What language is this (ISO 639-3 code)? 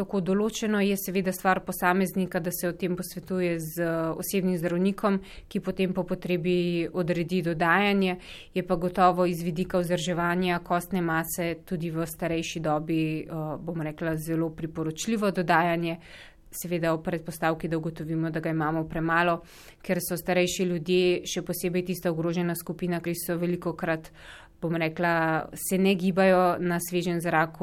slv